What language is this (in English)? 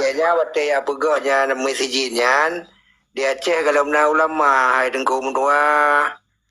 Achinese